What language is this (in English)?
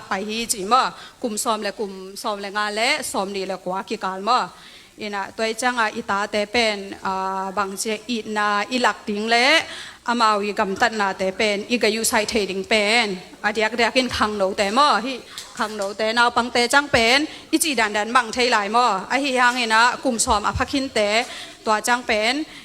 Tedim Chin